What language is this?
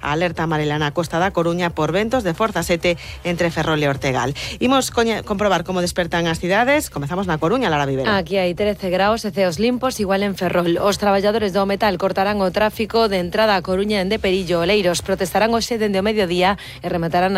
Galician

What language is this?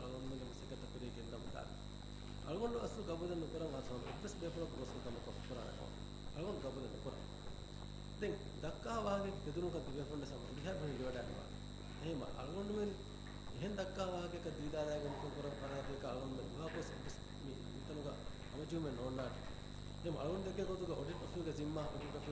Divehi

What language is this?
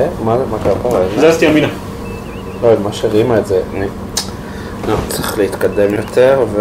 Hebrew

